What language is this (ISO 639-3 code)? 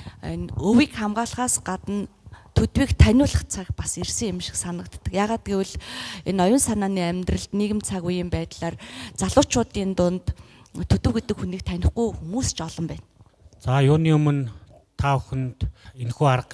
mon